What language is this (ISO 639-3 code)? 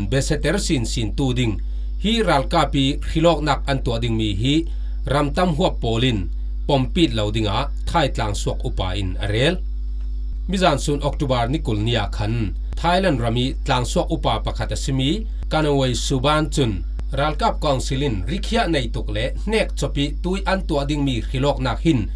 cfm